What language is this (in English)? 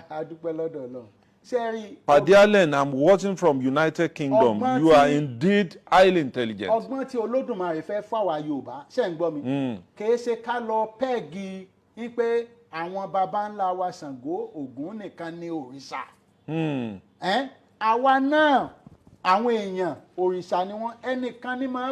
Yoruba